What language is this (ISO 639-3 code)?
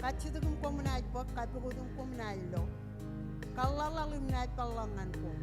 mah